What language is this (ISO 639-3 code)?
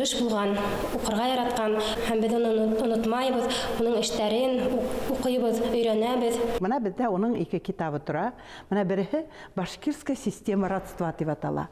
bak